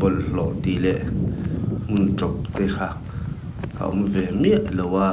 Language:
Mizo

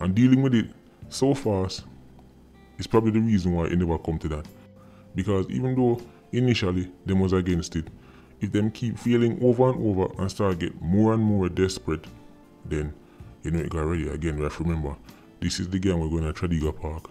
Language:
Jamaican Creole English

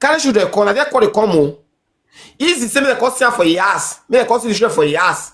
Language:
Nigerian Pidgin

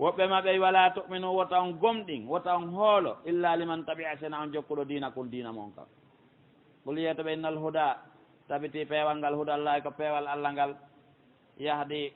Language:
Pular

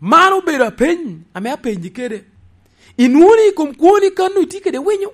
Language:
Lango (Uganda)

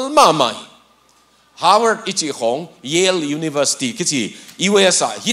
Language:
Tedim Chin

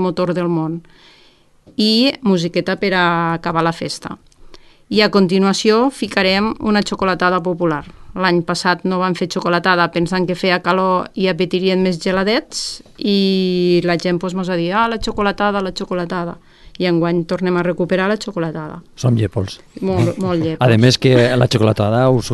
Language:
Catalan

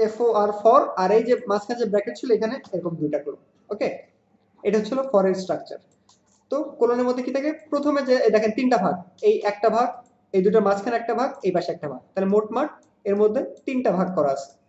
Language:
Bangla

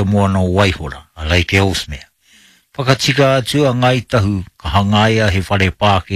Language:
Māori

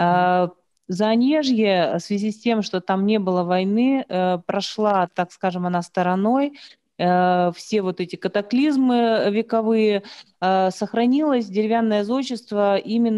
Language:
Russian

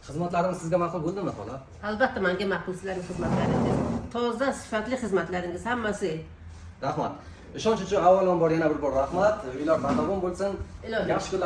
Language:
Uzbek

